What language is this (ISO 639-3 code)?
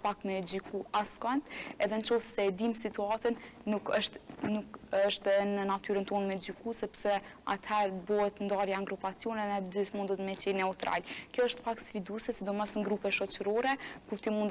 sqi